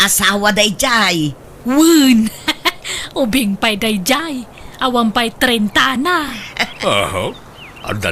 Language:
Iloko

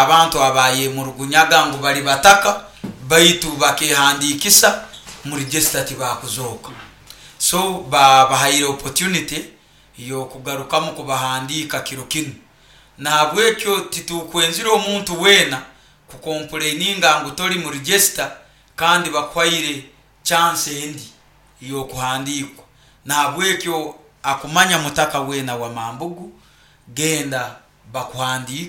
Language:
Nyoro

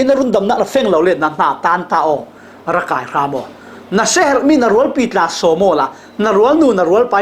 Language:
Falam Chin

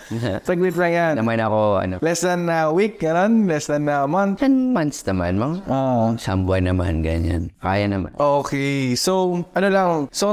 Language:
Filipino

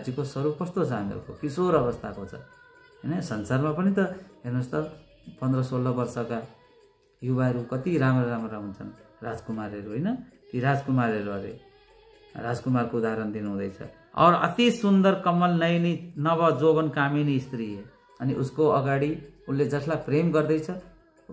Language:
Nepali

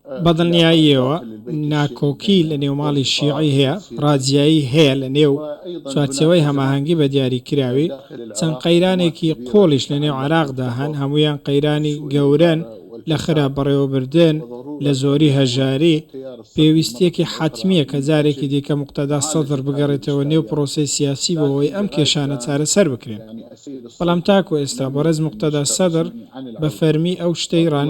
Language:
Central Kurdish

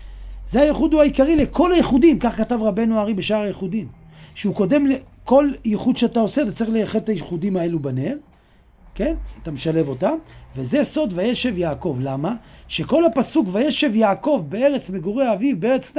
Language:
Hebrew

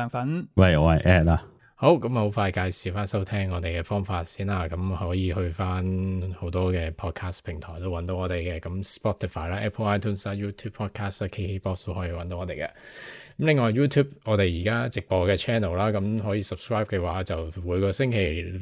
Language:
Cantonese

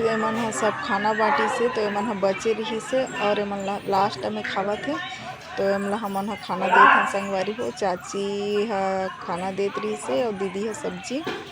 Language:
Chhattisgarhi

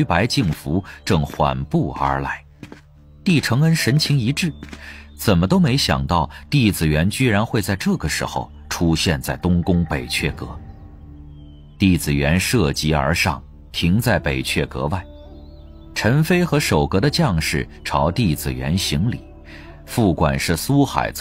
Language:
Chinese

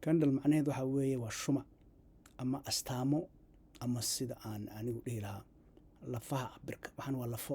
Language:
Somali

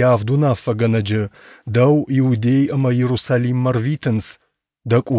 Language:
Ossetic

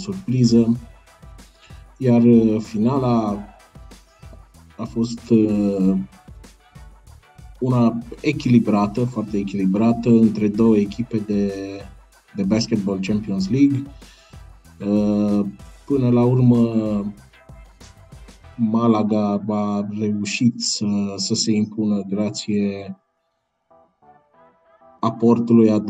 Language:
Romanian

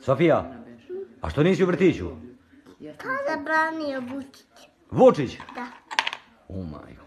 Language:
Croatian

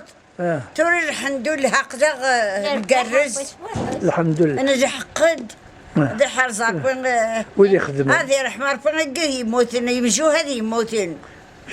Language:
Kabyle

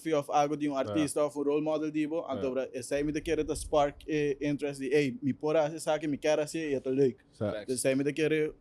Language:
Papiamento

